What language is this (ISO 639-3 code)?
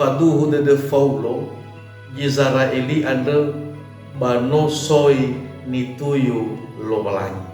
nia